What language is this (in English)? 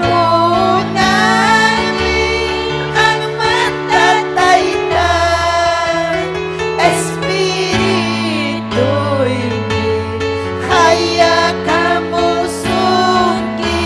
Ayacucho Quechua